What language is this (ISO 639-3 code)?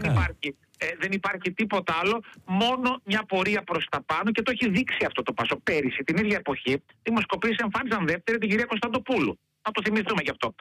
ell